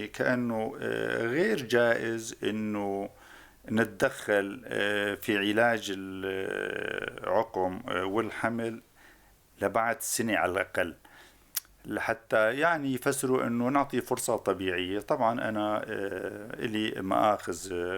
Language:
North Levantine Arabic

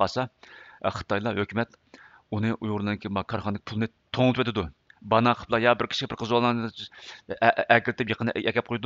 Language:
Uyghur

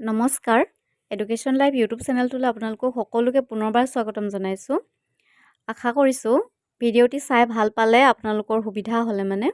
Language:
Assamese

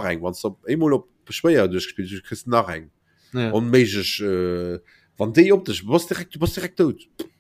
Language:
Luxembourgish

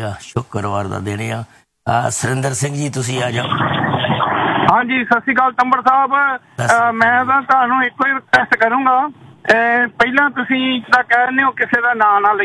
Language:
Punjabi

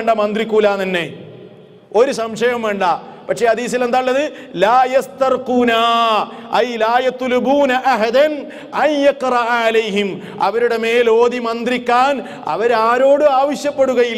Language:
Malayalam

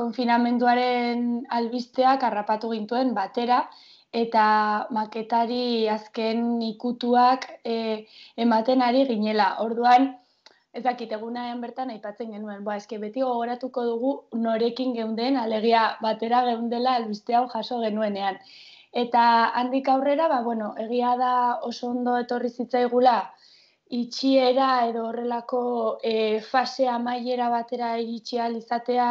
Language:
Basque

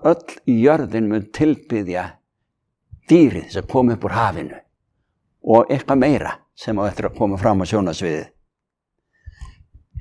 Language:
Icelandic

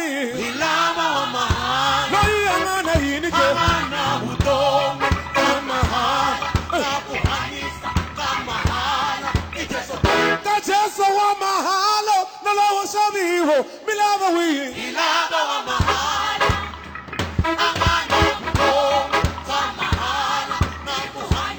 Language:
Tsonga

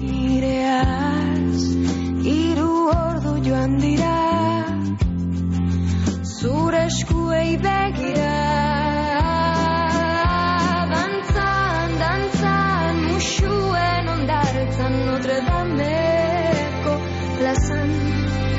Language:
Basque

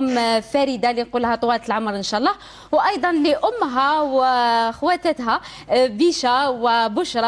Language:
Algerian Arabic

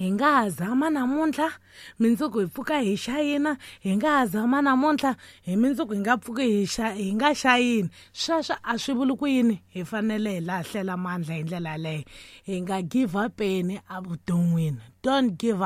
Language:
Tsonga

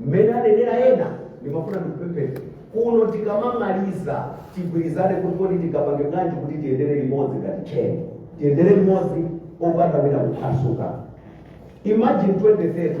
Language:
Nyanja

